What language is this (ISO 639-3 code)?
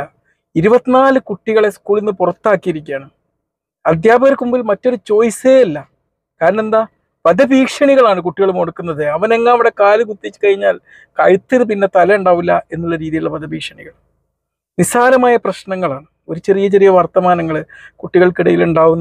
mal